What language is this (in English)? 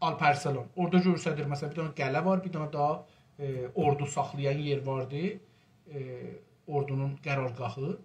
South Azerbaijani